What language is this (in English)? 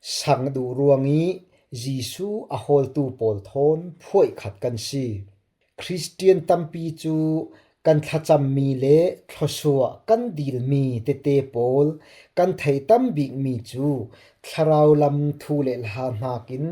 Falam Chin